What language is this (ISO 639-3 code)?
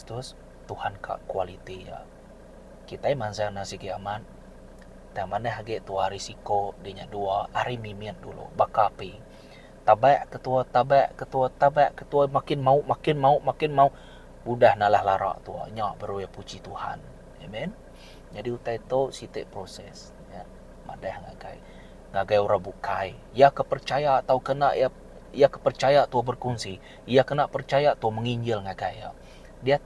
iba